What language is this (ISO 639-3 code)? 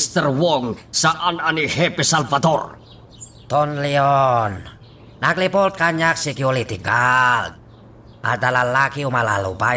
ilo